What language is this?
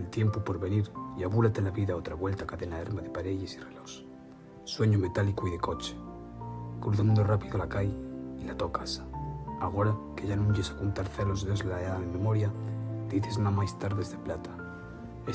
Asturian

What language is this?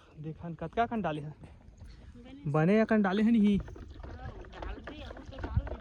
Chhattisgarhi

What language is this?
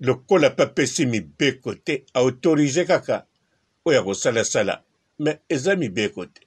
Lingala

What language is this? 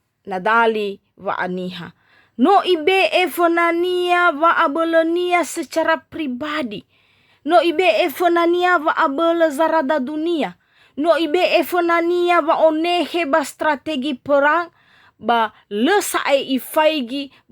Nias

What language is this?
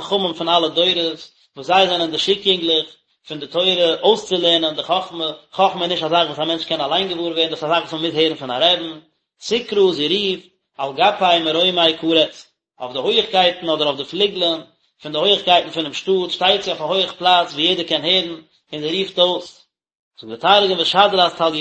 Yiddish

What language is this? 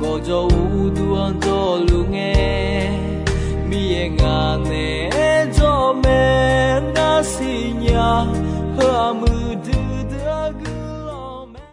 Akha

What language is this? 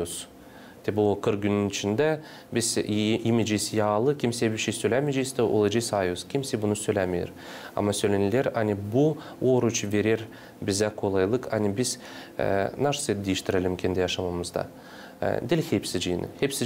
Gagauz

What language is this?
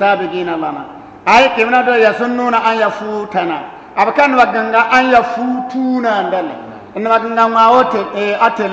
Bissa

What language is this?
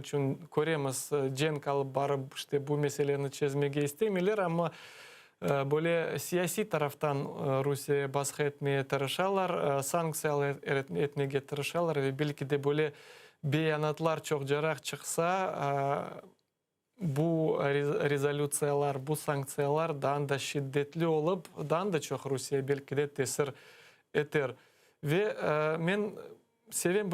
Crimean Tatar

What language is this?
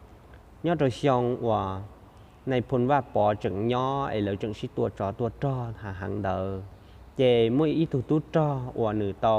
Hmong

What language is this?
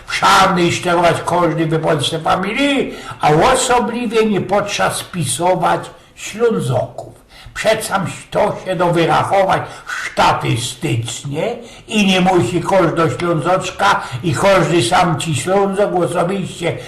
Silesian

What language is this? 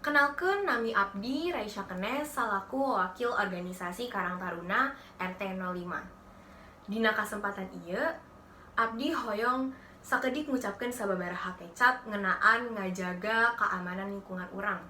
Sundanese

